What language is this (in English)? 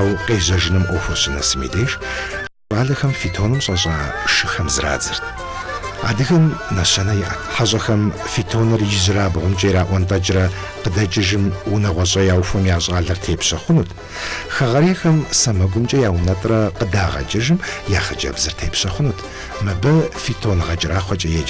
Kabardian